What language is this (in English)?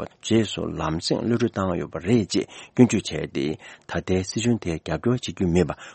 Tibetan